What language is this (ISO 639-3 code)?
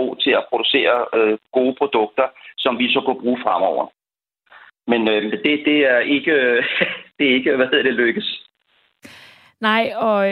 dan